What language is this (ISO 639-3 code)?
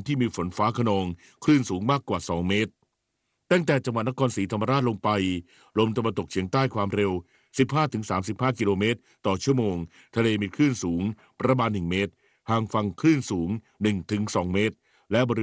tha